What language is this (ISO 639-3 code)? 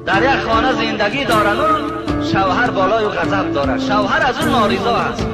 tgk